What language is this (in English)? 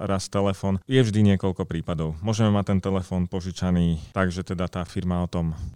Slovak